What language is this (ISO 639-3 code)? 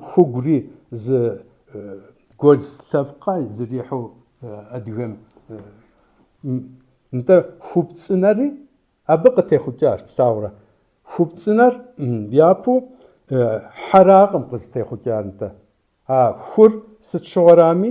kbd